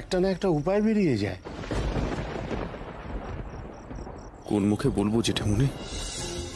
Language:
Bangla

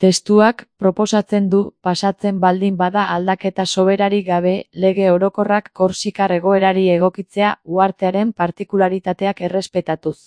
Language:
Basque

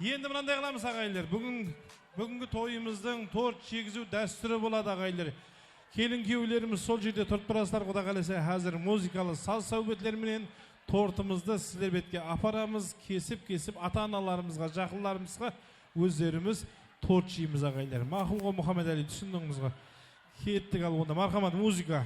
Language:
Kara-Kalpak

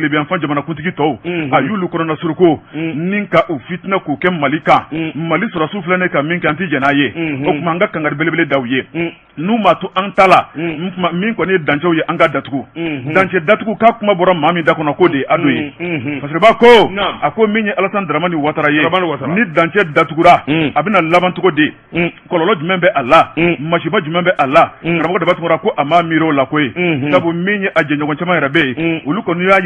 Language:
Bambara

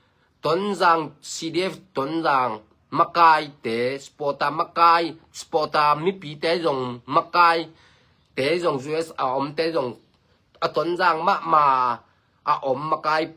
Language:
Tedim Chin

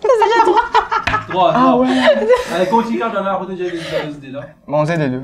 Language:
Morisyen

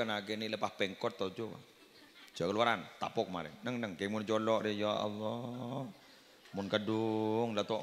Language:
Madurese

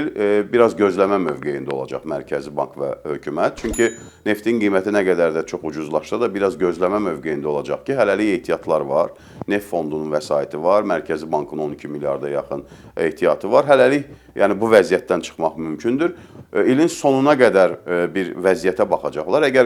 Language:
Azerbaijani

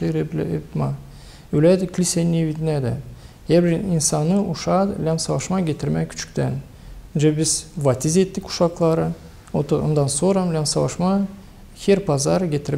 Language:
Gagauz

